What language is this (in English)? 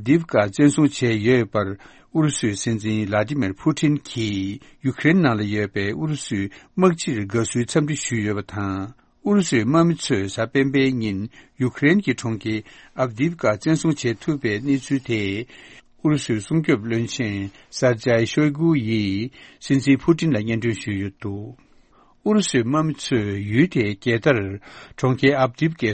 Tibetan